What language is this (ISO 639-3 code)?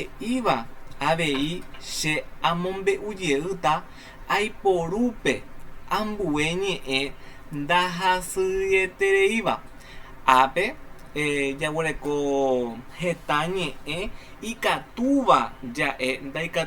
grn